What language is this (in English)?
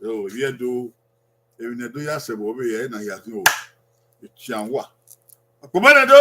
Bini